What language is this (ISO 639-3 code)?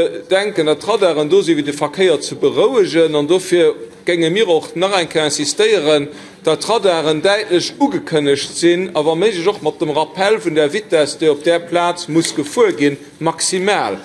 ltz